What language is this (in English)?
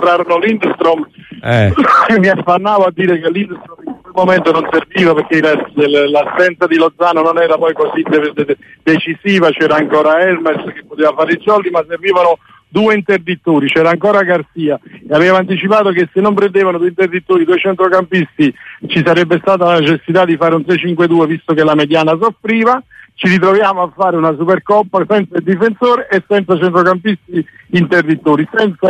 Italian